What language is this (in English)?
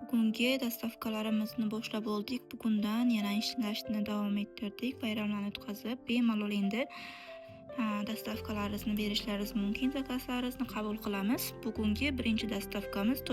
Uzbek